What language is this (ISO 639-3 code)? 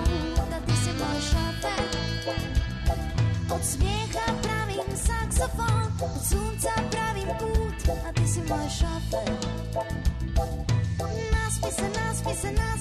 srp